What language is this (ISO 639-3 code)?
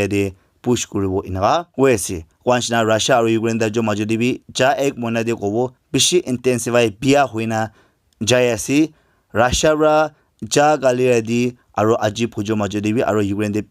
nag